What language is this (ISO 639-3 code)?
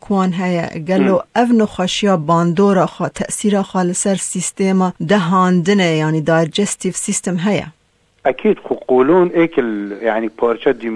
kur